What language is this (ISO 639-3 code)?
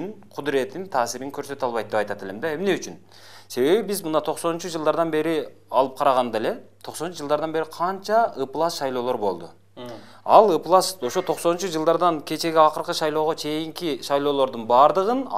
kir